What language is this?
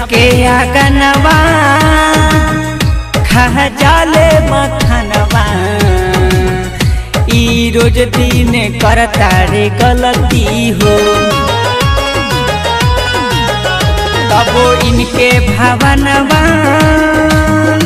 Bhojpuri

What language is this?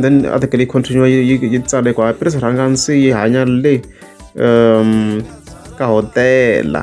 Tsonga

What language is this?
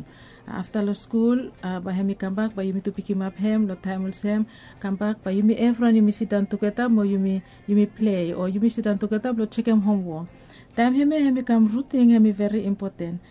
Bislama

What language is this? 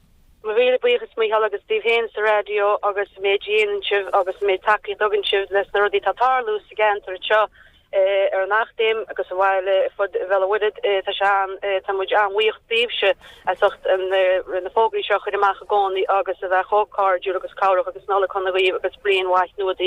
Irish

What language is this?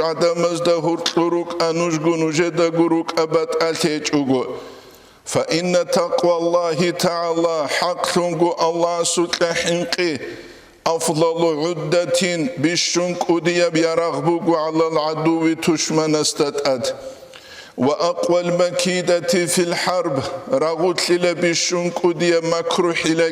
Avaric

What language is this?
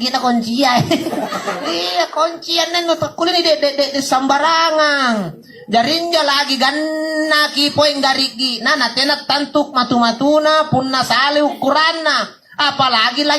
Makasar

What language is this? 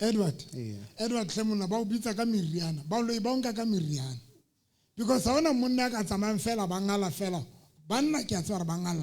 Southern Sotho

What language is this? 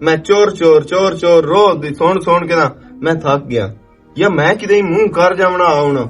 Western Panjabi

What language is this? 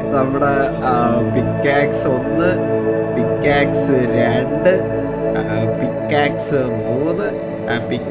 Malayalam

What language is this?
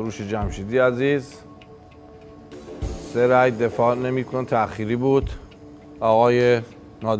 Persian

